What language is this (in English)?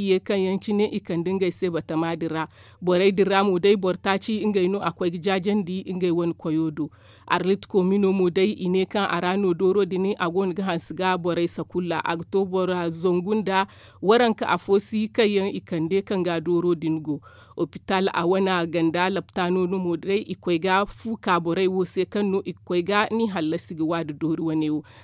Zarma